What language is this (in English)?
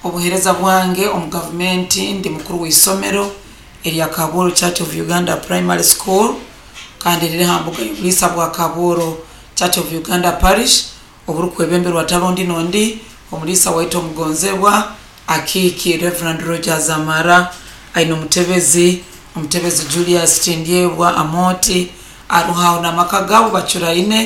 Nyoro